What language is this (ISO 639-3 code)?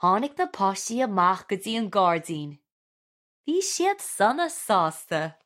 gle